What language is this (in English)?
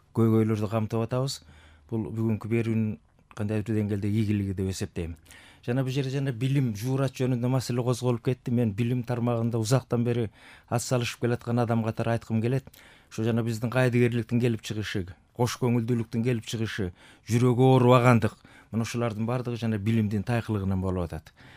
Kyrgyz